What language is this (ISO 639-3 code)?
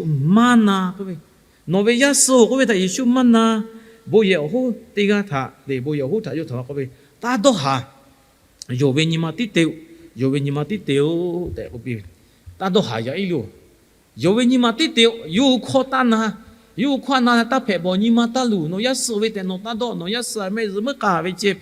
lhu